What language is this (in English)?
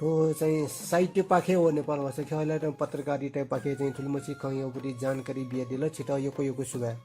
Newari